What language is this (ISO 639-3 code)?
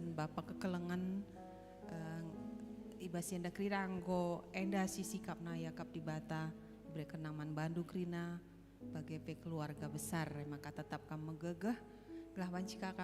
btx